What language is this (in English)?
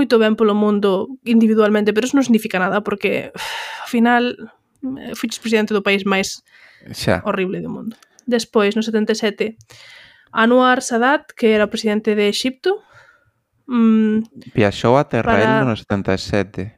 Galician